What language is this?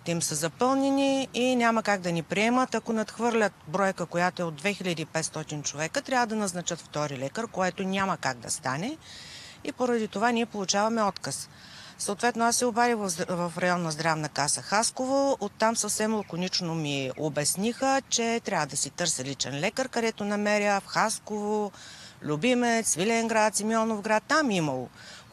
Bulgarian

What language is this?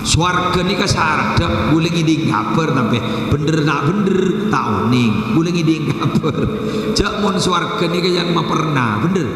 Madurese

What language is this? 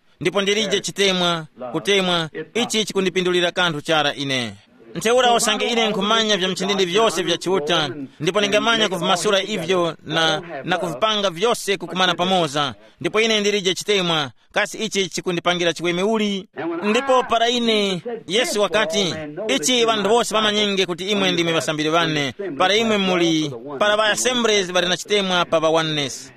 Tumbuka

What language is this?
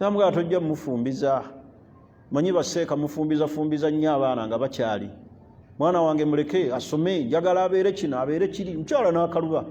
Ganda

